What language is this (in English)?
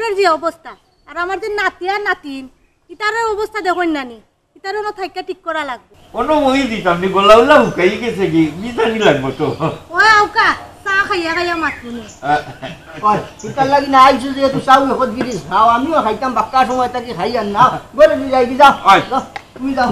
Sylheti